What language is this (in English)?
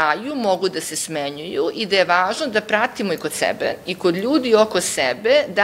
Serbian